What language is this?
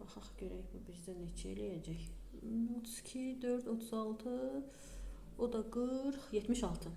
Azerbaijani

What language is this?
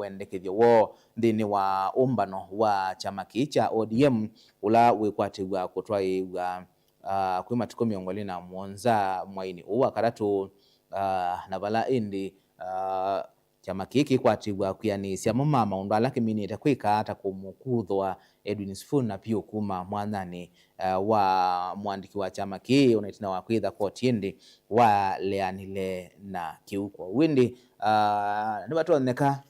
Kamba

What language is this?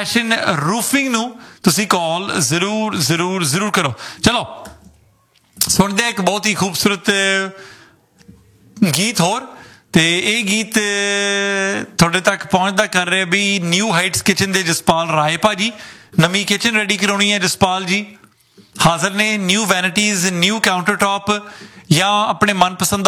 Punjabi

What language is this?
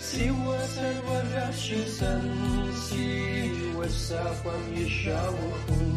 Kabardian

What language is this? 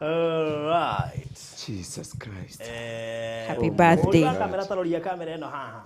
Kikuyu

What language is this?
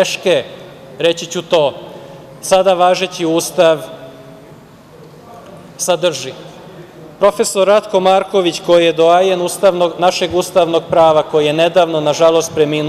Serbian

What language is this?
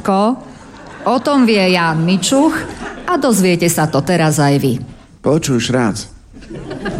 Slovak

